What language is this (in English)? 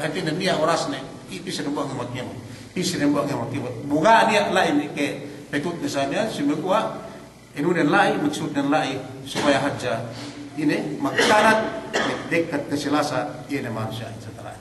Yakan